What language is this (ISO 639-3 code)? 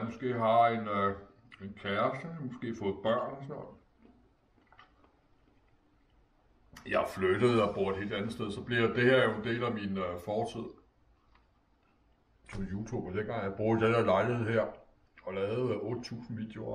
dan